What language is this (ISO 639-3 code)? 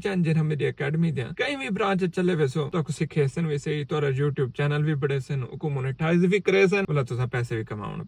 skr